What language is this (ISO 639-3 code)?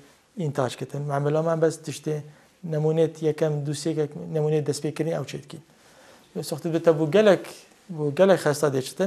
kur